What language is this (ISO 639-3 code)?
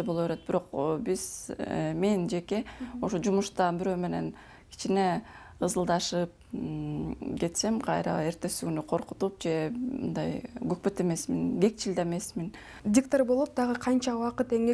kir